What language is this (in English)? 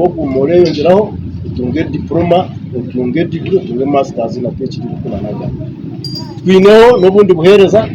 Nyankole